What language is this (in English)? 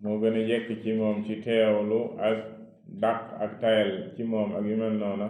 Wolof